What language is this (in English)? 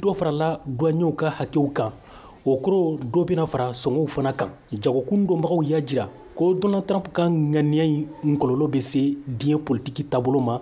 Bambara